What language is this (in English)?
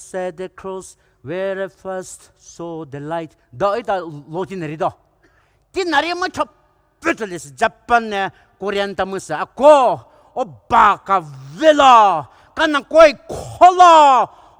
Poumei Naga